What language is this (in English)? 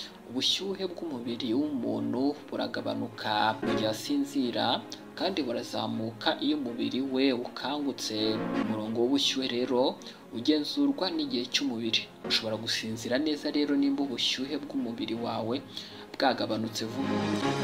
Kinyarwanda